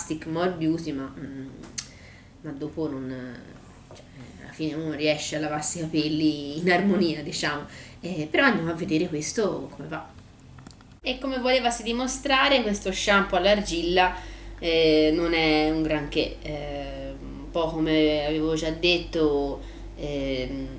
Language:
Italian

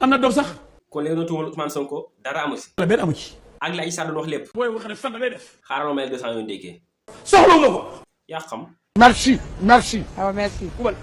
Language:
Wolof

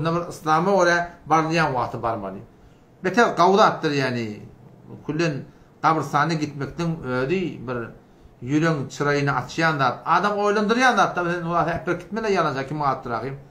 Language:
Turkmen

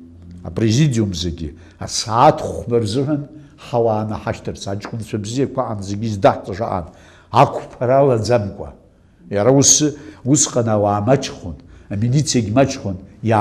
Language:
Abkhazian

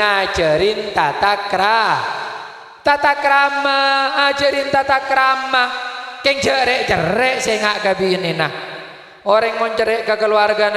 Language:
Madurese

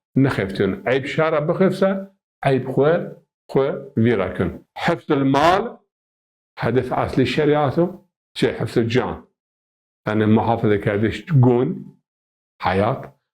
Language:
Zaza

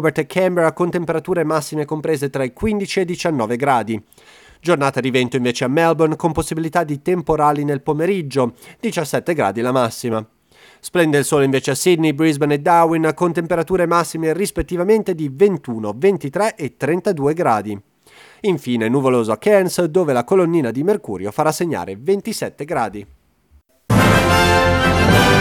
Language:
Italian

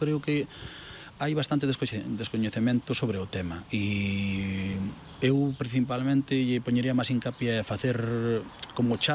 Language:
Galician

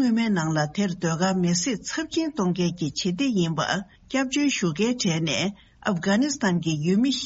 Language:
Tibetan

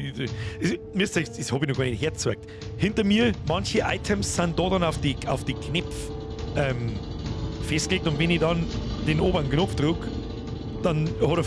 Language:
Bavarian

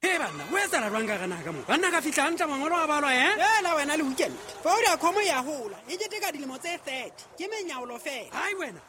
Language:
Southern Sotho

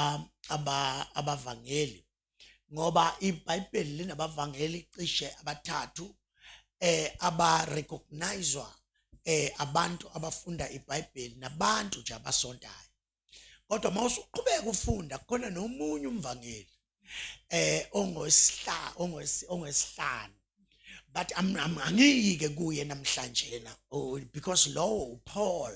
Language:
Zulu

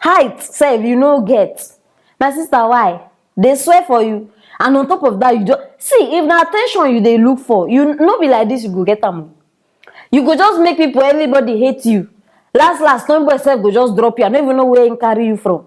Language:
Nigerian Pidgin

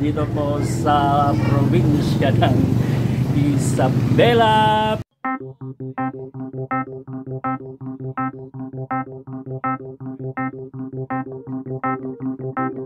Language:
Filipino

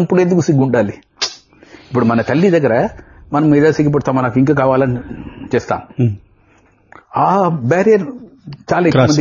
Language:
Telugu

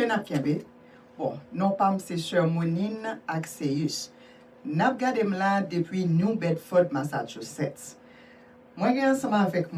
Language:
Haitian Creole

